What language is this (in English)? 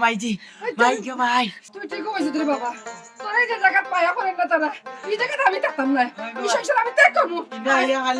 Sylheti